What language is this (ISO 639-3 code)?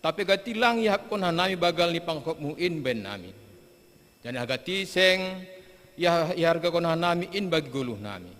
bts